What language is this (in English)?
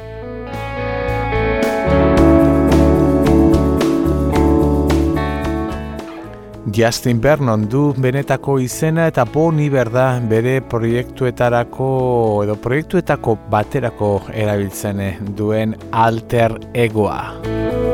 Basque